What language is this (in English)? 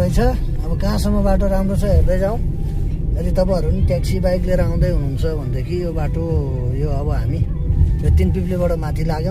Nepali